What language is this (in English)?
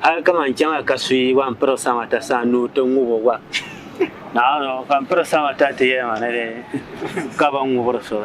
Dagbani